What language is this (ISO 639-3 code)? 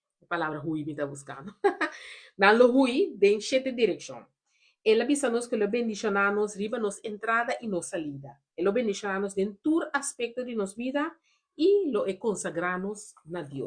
pap